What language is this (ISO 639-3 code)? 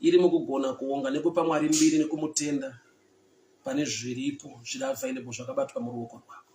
sna